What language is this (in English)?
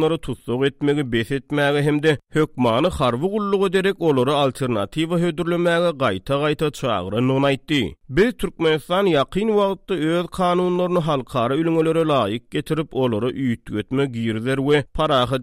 Turkmen